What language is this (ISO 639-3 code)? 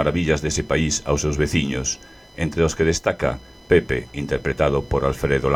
glg